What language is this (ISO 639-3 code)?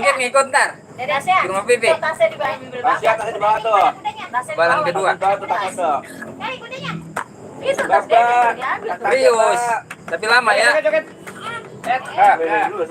bew